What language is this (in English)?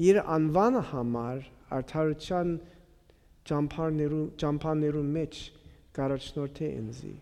Western Armenian